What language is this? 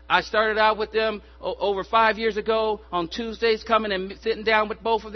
English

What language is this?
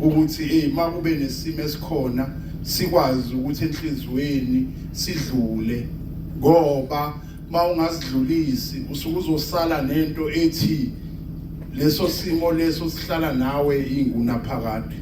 Zulu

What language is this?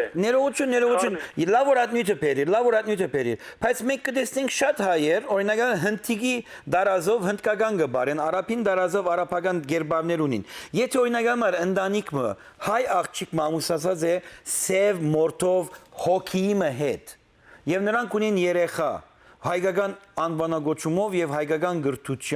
Western Armenian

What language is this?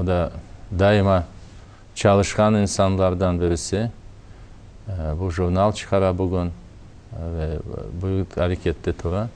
Crimean Tatar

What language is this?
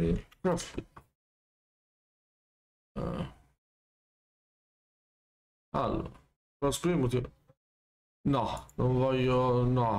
Italian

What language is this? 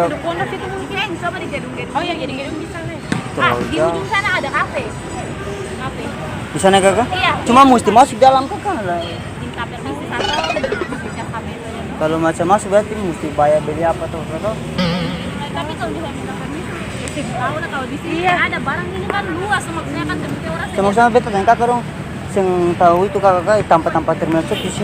Ambonese Malay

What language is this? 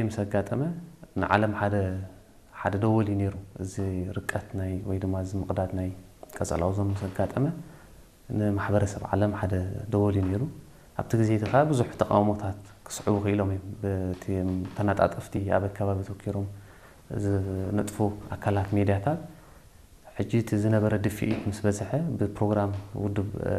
Tigrinya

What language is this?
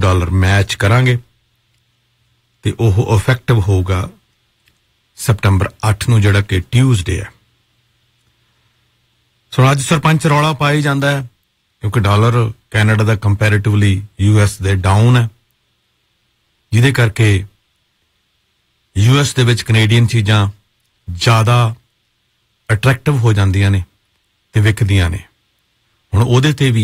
Punjabi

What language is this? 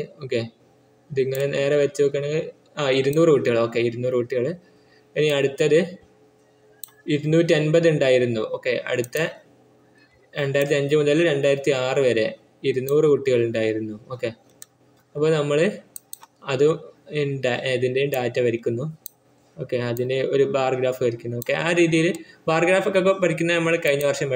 Malayalam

